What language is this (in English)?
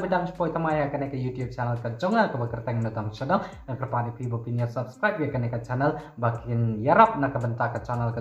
Khasi